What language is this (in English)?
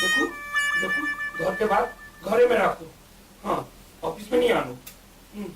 Maithili